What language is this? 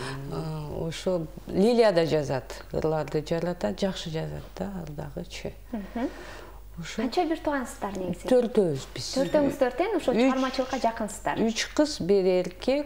Kyrgyz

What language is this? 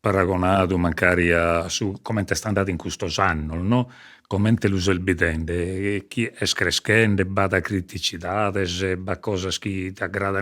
Sardinian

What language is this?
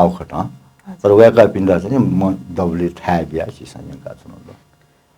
Newari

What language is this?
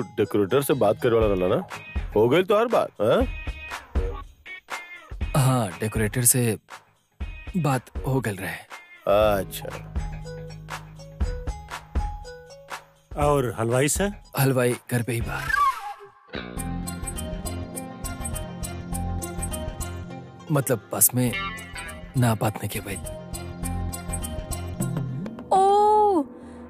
Bhojpuri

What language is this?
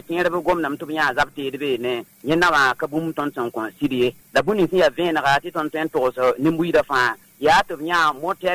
Mossi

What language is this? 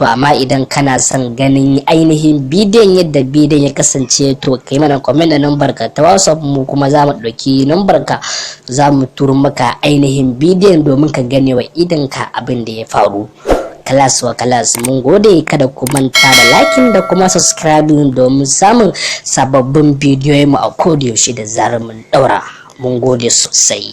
Hausa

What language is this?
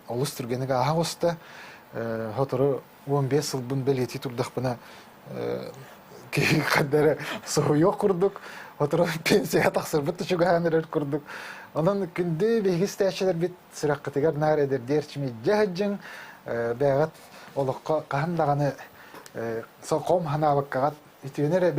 Yakut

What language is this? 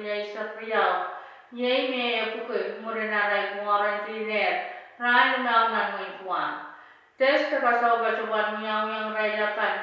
Pohnpeian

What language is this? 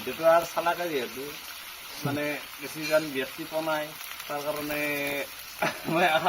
Assamese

